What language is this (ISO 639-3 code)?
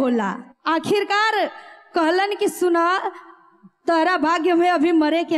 bho